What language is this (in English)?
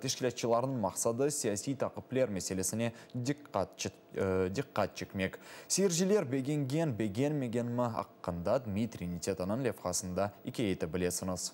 Crimean Tatar